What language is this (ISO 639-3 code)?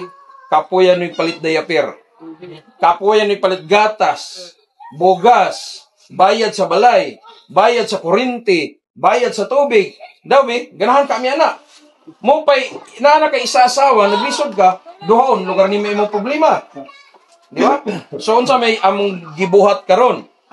ceb